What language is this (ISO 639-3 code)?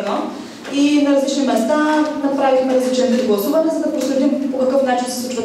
bul